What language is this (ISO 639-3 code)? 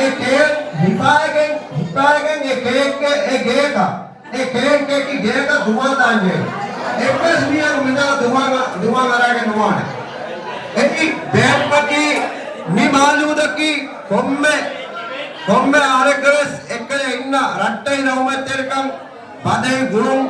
div